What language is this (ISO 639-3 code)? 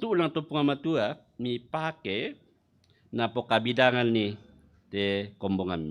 sda